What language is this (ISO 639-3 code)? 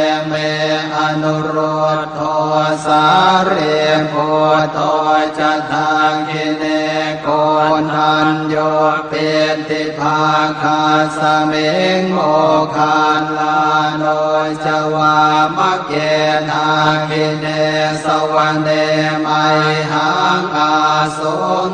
pli